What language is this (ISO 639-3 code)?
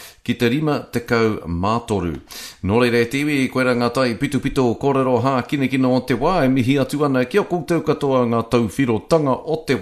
mri